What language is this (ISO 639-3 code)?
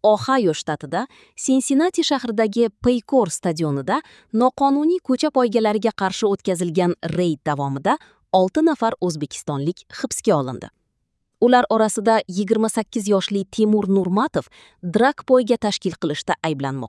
uzb